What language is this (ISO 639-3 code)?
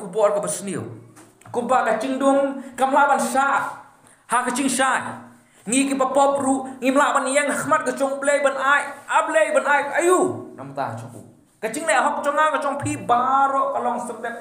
kha